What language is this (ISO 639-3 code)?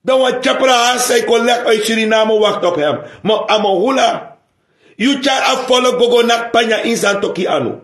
srn